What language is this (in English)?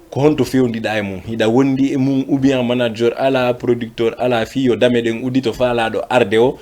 Fula